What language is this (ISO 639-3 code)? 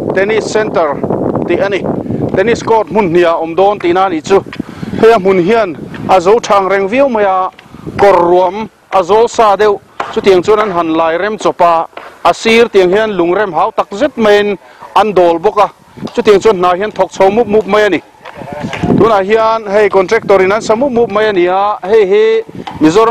lus